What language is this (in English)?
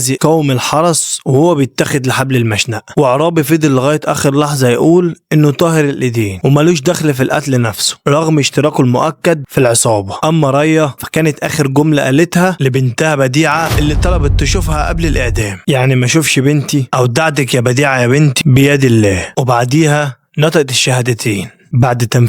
Egyptian Arabic